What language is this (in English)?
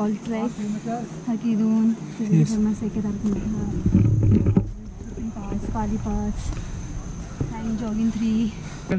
Hindi